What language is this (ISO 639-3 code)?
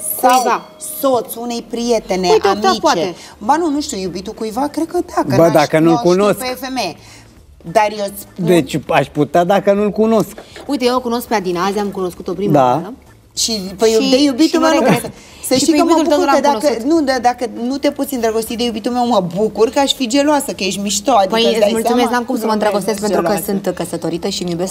ron